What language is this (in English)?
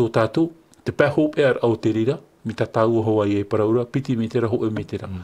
Tahitian